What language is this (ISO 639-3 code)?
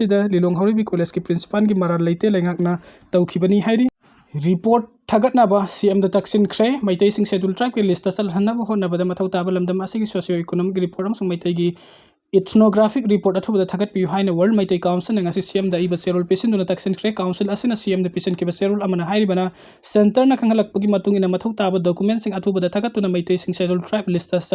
mni